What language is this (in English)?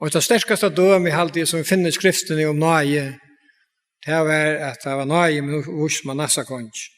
Faroese